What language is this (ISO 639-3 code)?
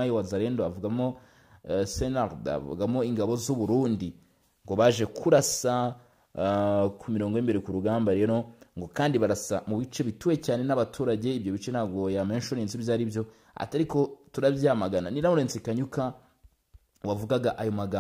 kin